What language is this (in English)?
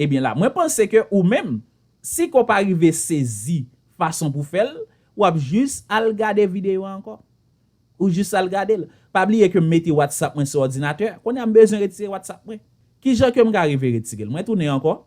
Haitian Creole